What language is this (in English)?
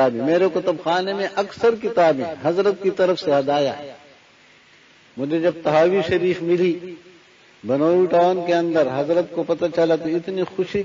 Urdu